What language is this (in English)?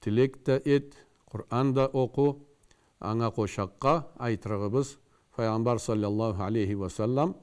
Karachay-Balkar